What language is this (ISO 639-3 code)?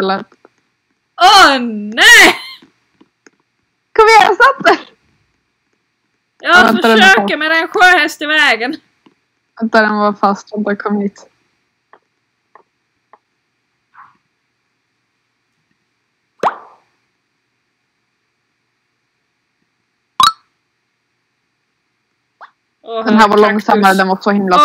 swe